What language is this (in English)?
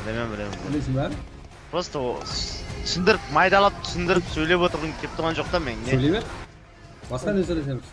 Kara-Kalpak